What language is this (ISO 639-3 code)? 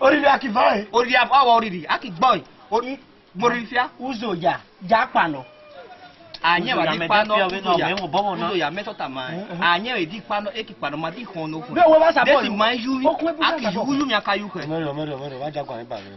ish